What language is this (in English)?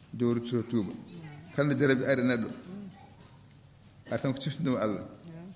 Fula